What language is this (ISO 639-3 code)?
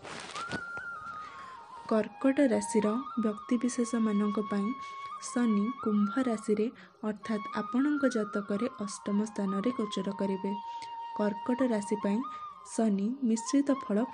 ori